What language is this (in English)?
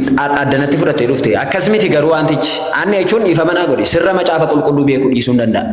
Oromo